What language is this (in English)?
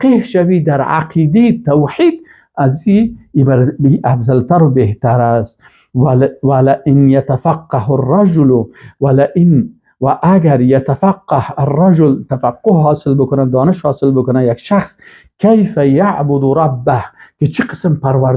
Persian